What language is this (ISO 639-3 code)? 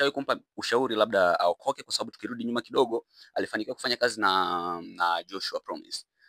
swa